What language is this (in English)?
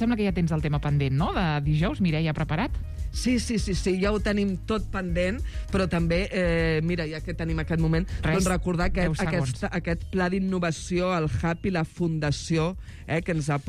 Catalan